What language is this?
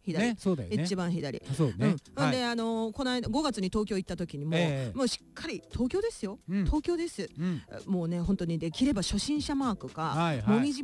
Japanese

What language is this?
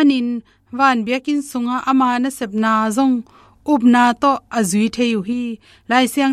Tedim Chin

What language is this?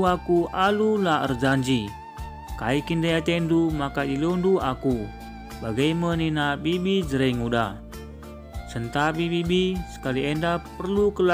Batak Karo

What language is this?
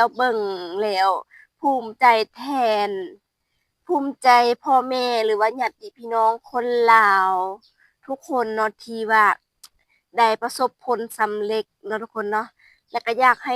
Lao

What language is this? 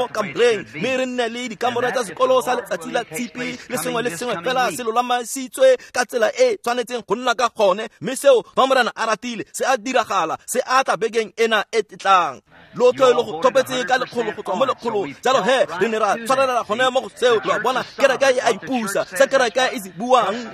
Tswana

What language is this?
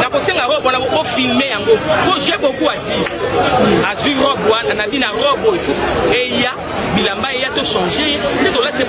Lingala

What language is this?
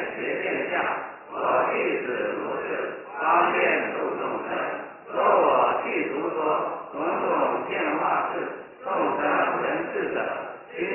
Chinese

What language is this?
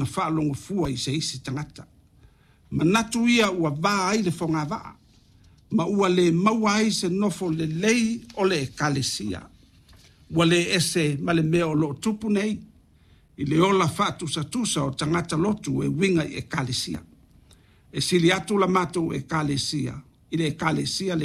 Samoan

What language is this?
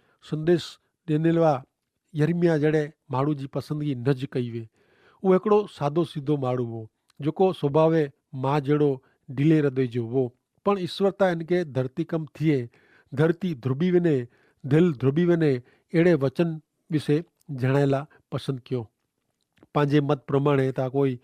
Kachhi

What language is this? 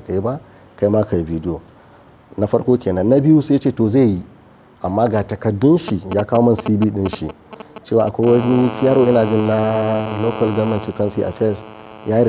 Hausa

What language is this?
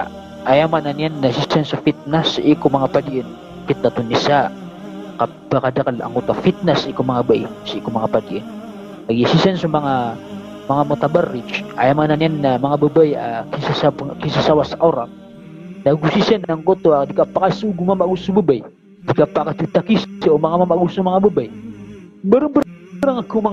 Maranao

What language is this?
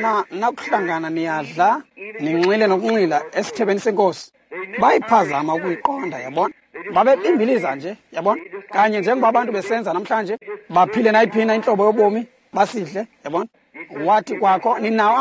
Xhosa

